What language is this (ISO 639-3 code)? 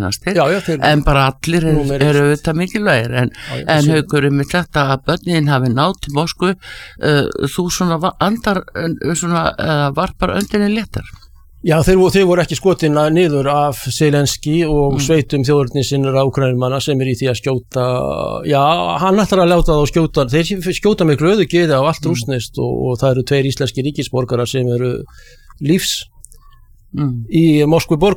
isl